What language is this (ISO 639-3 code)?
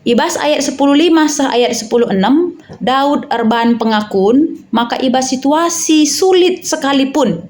btx